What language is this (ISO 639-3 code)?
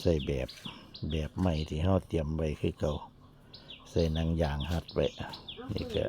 lao